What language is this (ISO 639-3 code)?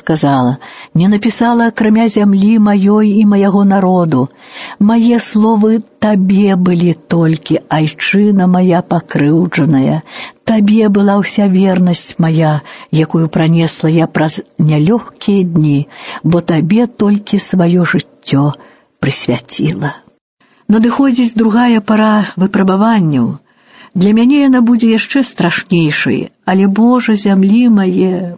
bel